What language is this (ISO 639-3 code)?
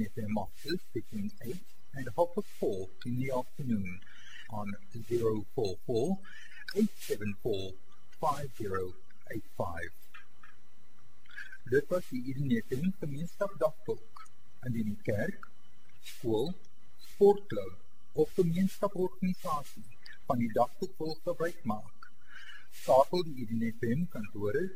afr